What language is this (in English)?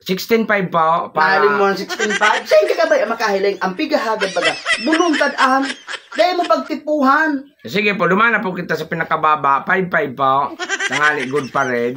Bikol